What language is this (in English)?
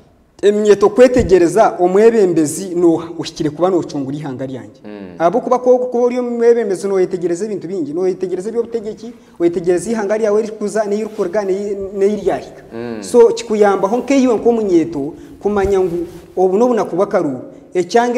Nyankole